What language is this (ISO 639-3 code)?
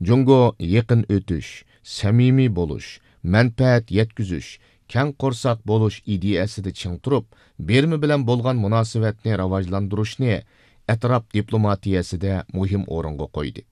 uig